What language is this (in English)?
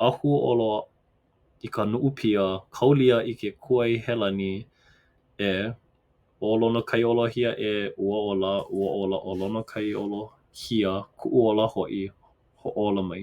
Hawaiian